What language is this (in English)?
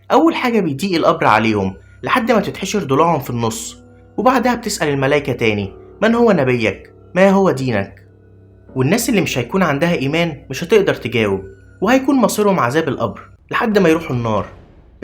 Egyptian Arabic